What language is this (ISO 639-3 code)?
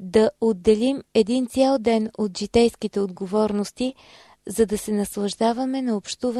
bul